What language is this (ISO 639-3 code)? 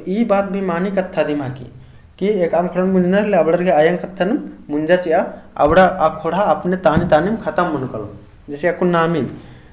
kru